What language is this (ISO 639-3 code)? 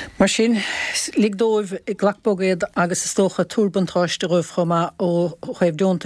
gle